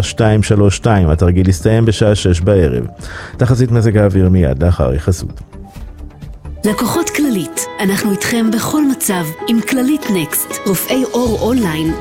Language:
Hebrew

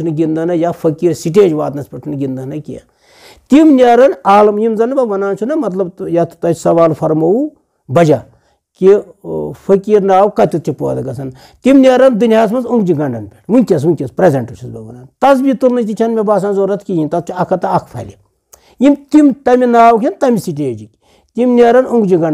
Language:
Kashmiri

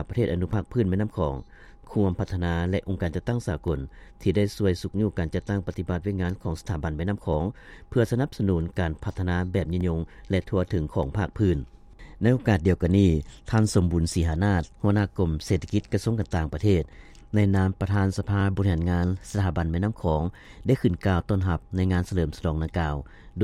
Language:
Lao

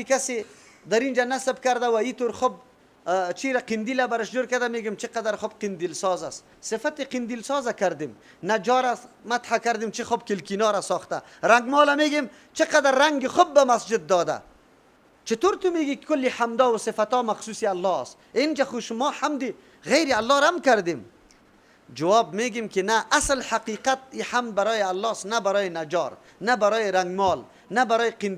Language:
Persian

